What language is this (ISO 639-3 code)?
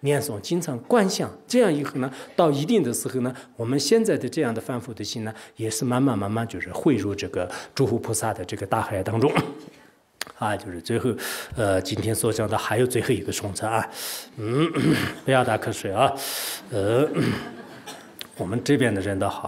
zho